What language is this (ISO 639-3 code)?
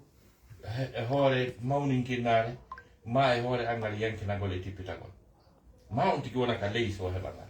ful